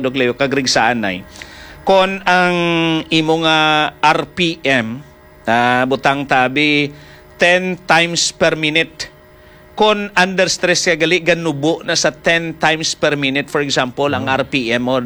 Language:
Hiligaynon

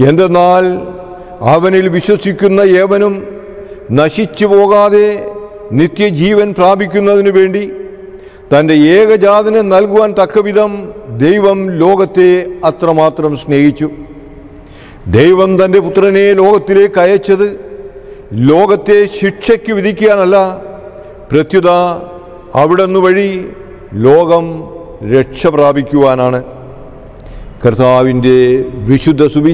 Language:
Malayalam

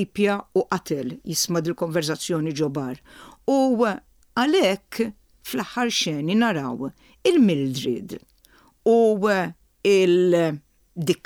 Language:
Maltese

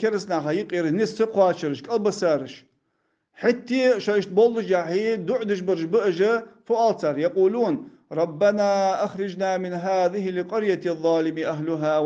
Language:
Ingush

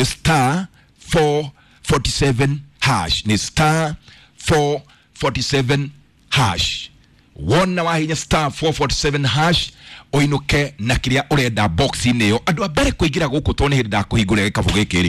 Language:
Kikuyu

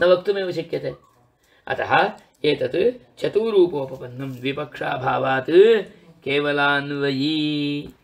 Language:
Sanskrit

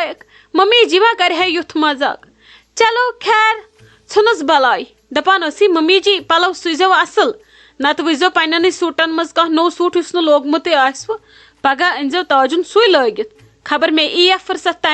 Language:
Kashmiri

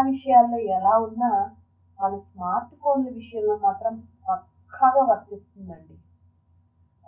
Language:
Telugu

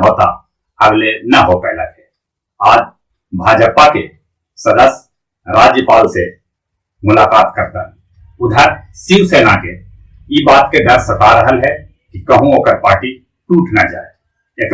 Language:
Magahi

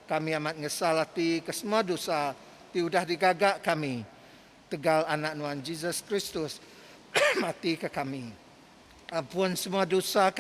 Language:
Iban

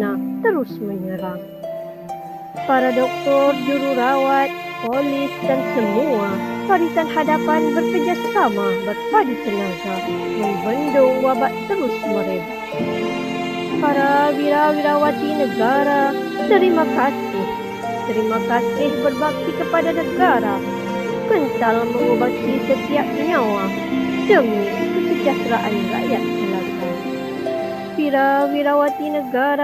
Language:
Malay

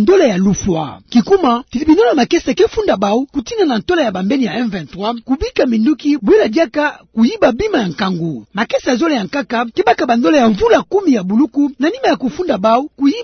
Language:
Kituba (Democratic Republic of Congo)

